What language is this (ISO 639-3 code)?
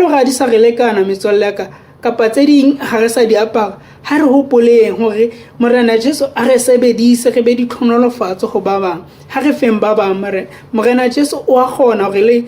sot